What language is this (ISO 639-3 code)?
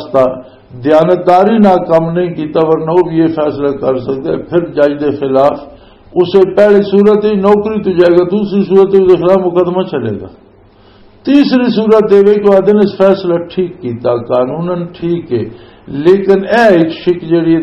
lah